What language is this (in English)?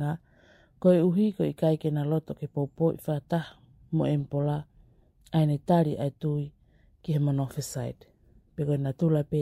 Tongan